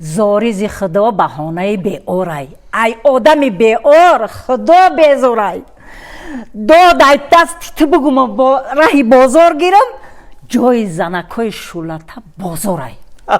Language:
Tajik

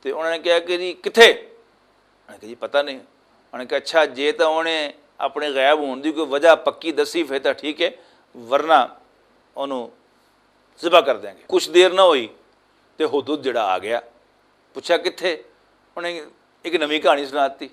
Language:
Western Panjabi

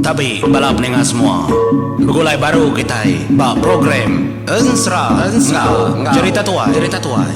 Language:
Iban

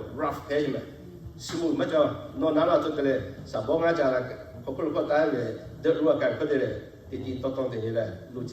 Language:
Lahu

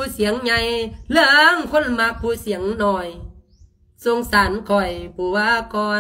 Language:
Lao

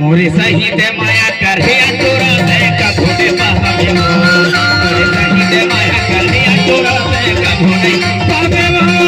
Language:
Chhattisgarhi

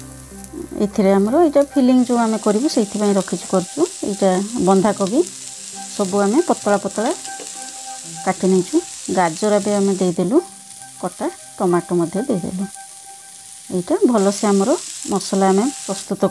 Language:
Odia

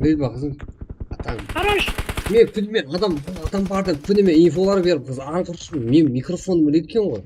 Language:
Kara-Kalpak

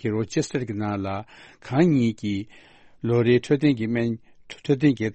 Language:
Tibetan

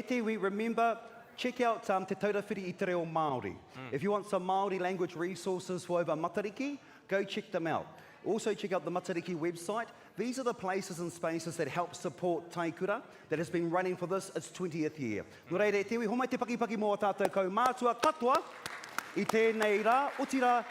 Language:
Māori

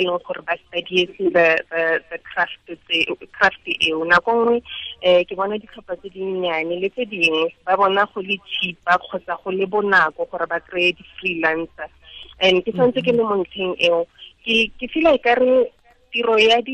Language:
Tswana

